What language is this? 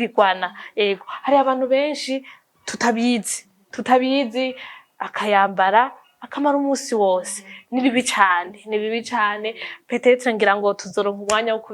Rundi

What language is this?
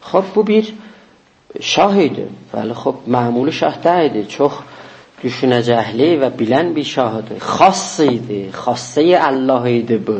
South Azerbaijani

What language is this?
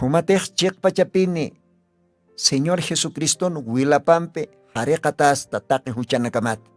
Aymara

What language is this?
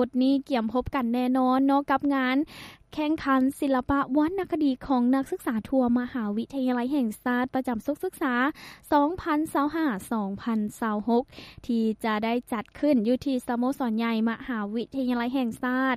Lao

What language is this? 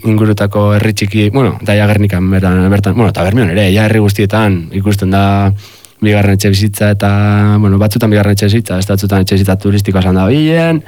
Basque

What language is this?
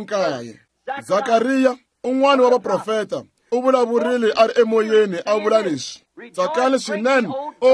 Tsonga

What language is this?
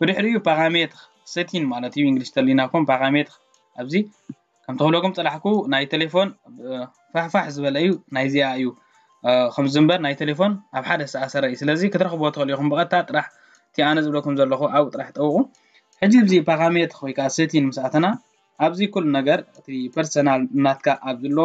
Tigrinya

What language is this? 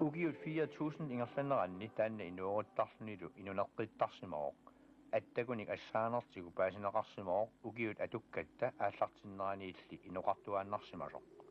Kalaallisut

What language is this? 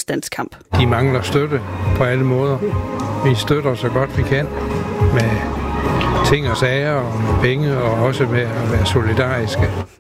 Danish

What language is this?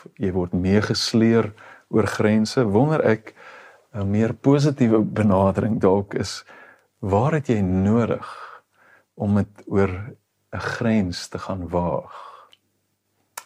Afrikaans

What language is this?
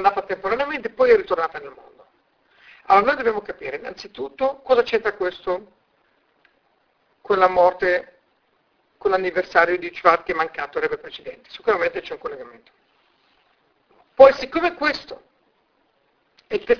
Italian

